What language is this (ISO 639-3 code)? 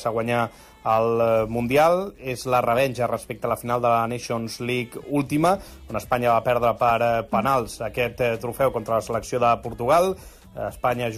cat